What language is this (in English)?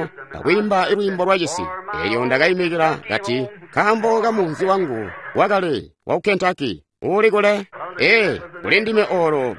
Tonga (Zambia)